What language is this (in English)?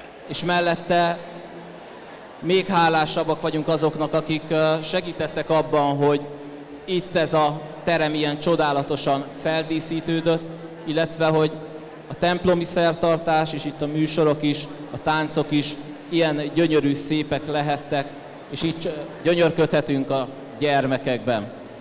Hungarian